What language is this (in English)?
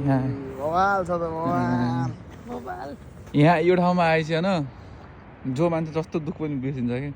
Nepali